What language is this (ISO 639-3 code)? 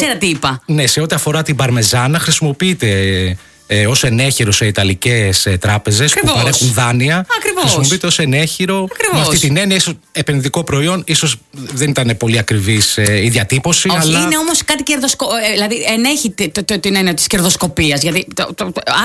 ell